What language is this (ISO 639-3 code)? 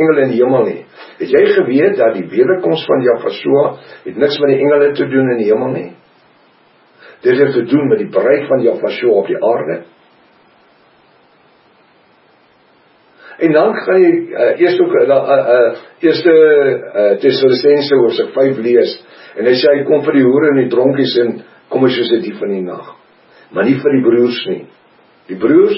afr